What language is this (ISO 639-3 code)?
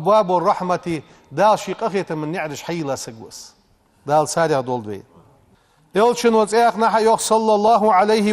inh